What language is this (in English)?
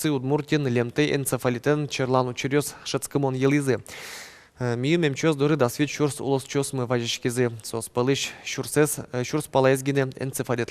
Udmurt